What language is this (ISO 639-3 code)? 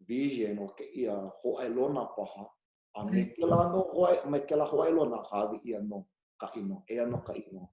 haw